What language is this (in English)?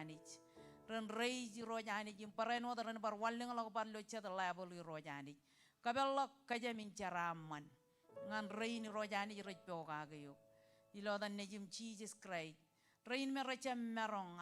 Marshallese